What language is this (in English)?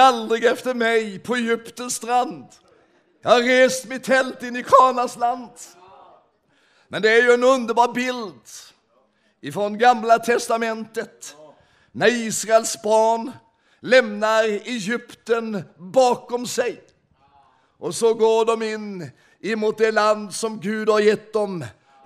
Swedish